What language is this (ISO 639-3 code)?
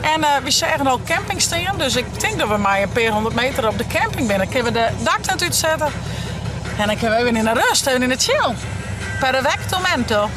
fry